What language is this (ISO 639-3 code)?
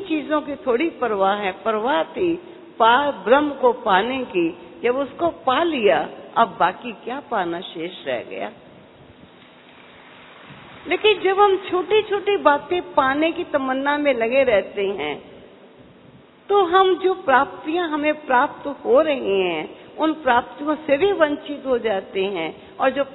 hin